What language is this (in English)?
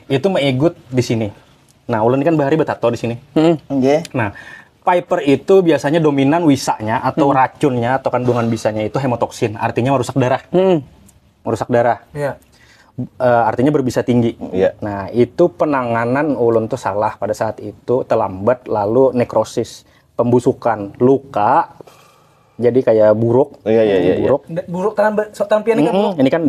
Banjar